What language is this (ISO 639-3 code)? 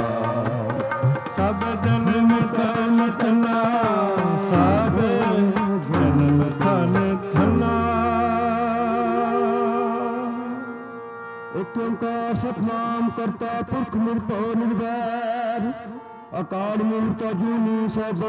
pan